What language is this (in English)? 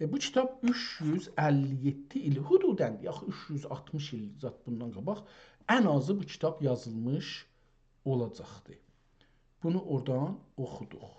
South Azerbaijani